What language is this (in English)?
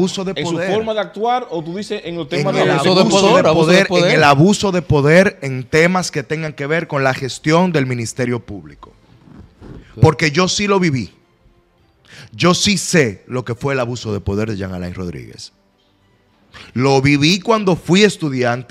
Spanish